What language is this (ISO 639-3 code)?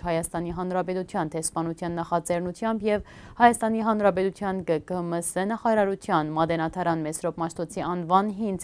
hyw